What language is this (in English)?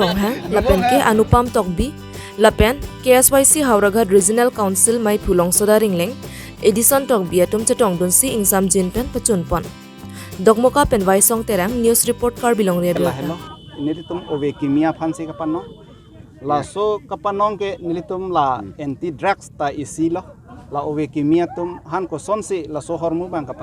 Karbi